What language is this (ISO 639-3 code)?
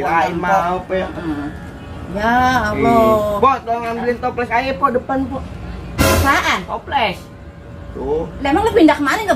bew